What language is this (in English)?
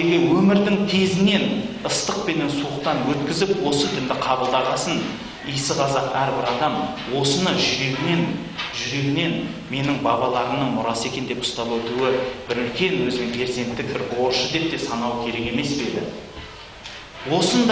Kazakh